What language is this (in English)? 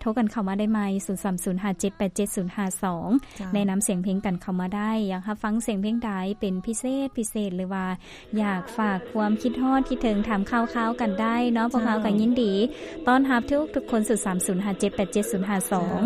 Lao